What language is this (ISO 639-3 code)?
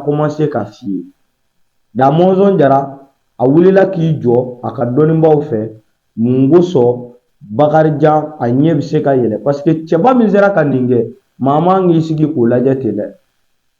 bam